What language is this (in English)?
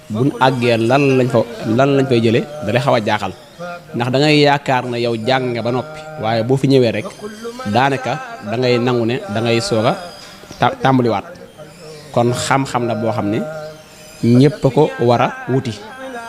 Wolof